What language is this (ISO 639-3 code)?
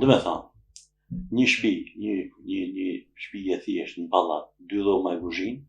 sqi